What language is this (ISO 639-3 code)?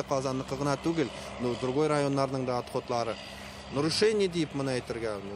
tat